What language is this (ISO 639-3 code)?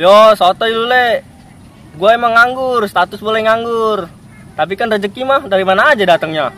bew